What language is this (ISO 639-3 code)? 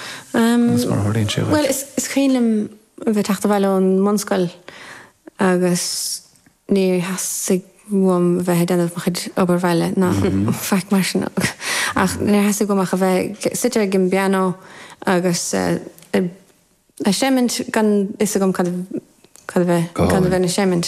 gle